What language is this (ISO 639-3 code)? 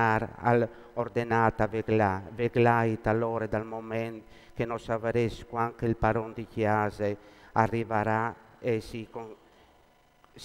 fur